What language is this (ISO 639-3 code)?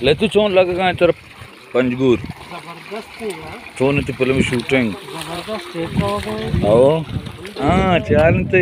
bal